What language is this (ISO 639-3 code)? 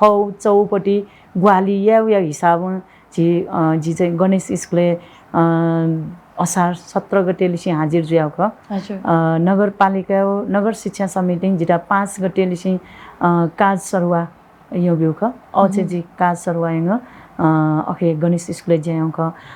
new